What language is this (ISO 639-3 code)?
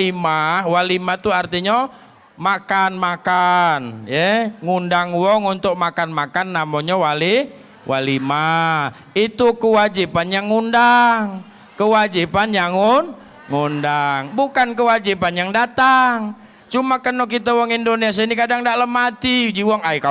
mui